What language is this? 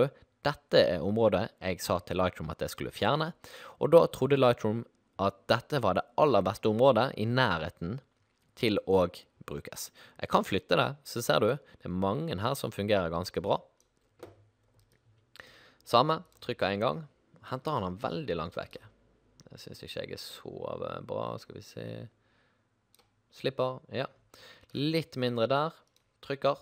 Norwegian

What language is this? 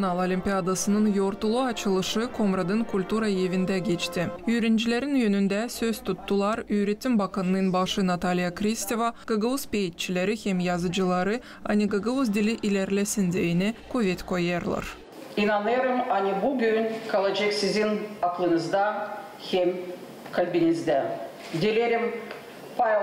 Gagauz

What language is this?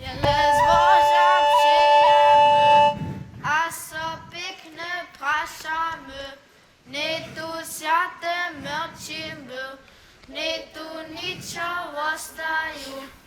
Upper Sorbian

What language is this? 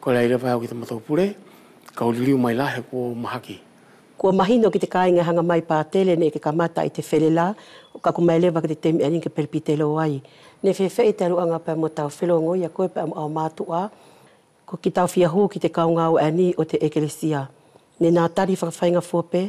Wallisian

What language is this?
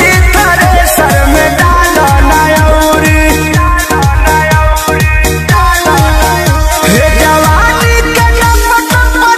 Bhojpuri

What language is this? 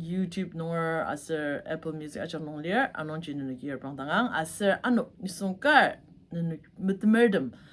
Ao Naga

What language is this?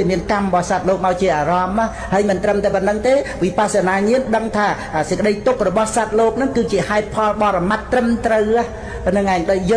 Khmer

